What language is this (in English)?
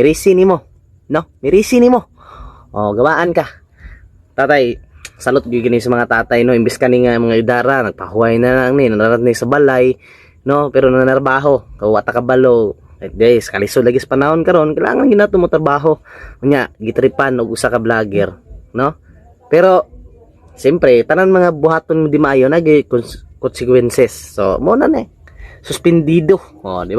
Cebuano